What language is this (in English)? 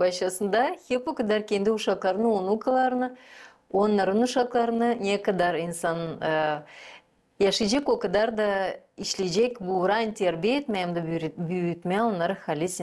Gagauz